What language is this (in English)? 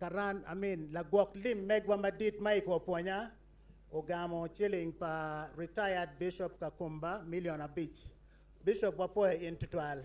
Acoli